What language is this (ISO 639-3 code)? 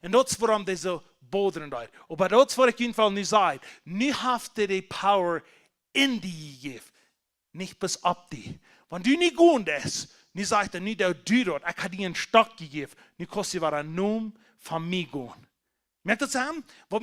pdt